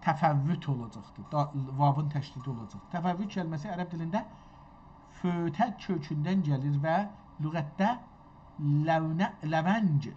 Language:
South Azerbaijani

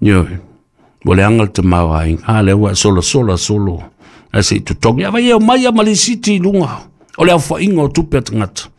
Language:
Samoan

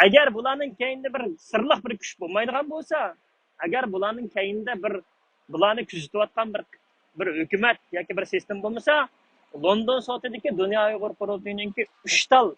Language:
Uyghur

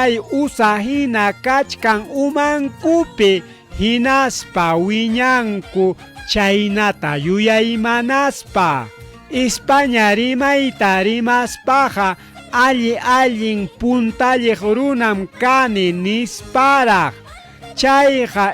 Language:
Ayacucho Quechua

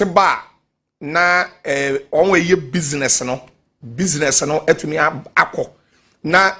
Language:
Akan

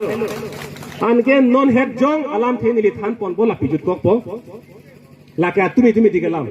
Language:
Karbi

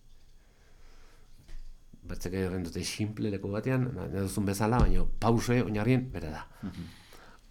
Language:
Basque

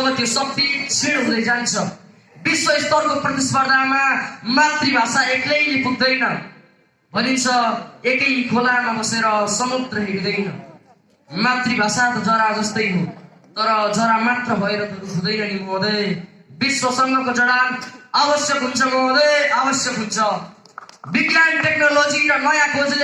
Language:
Nepali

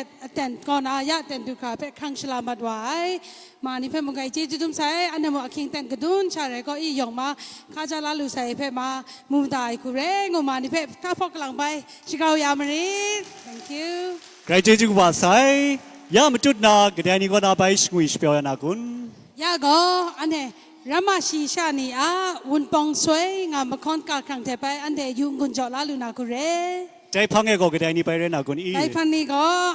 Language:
Kachin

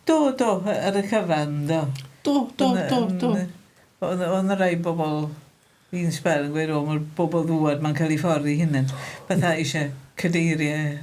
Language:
Welsh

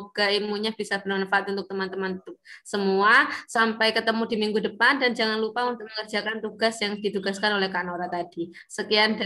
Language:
Indonesian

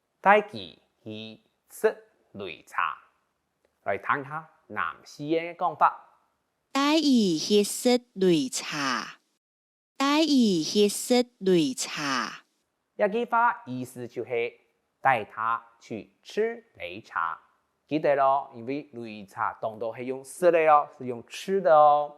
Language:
Hakka Chinese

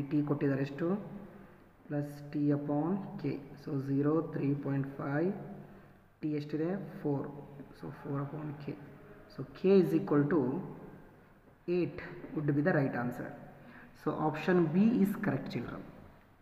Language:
Kannada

